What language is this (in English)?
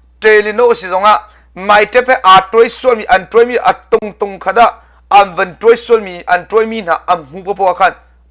Hakha Chin